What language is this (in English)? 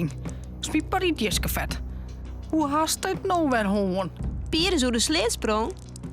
Western Frisian